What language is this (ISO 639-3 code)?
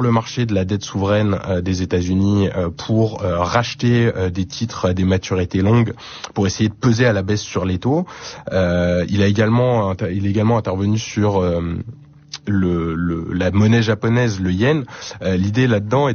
fra